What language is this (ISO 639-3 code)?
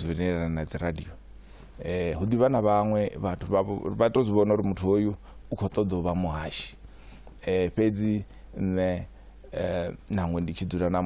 ven